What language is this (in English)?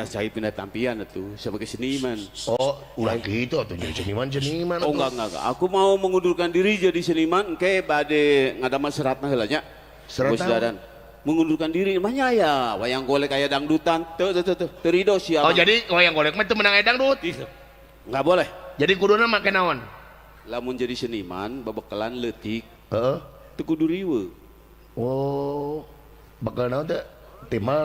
Sundanese